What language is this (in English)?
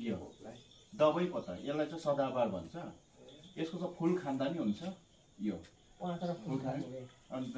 Nepali